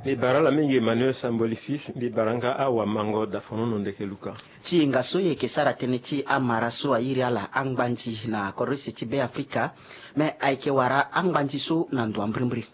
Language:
Sango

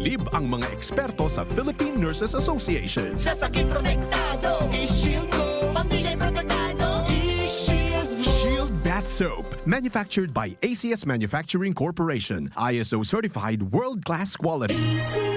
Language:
Bikol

